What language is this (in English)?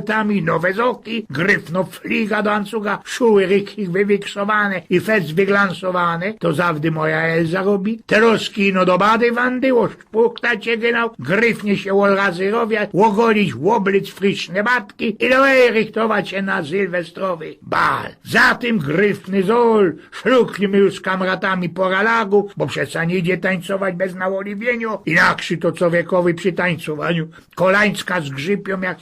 Silesian